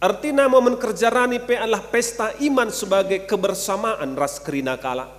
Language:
Batak Karo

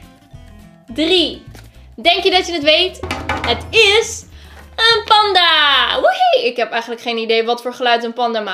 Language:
Dutch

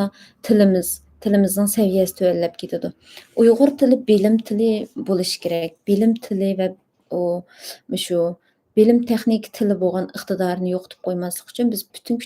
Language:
Uyghur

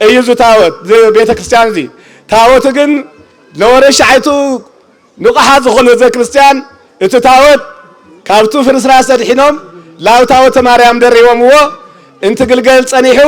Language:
Tigrinya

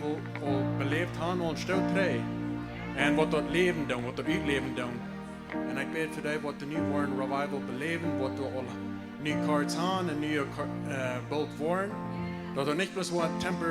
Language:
Plautdietsch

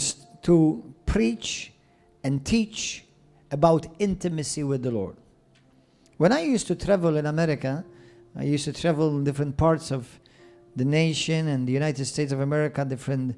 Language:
English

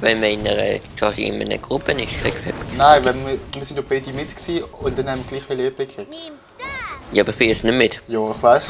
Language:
Swiss German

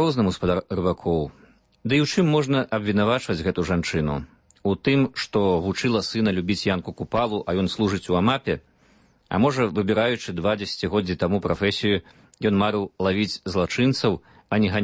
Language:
Belarusian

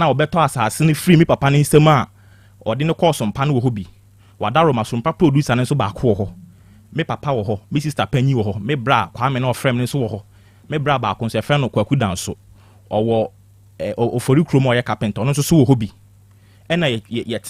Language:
Akan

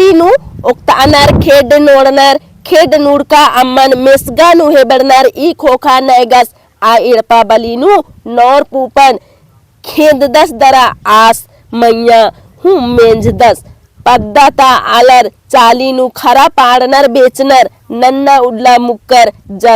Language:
Kurukh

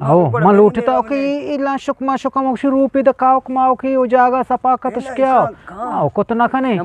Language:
Eastern Balochi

